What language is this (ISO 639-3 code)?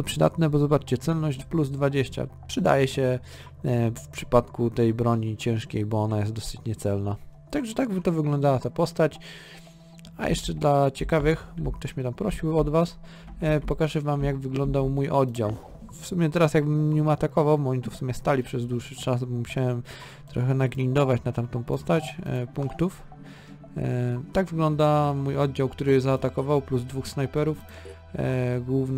pol